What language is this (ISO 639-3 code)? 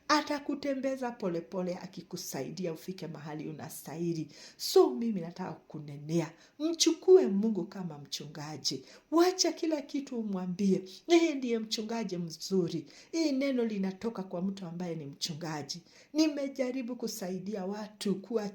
swa